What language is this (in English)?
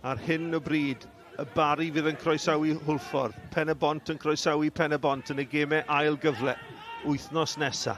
Welsh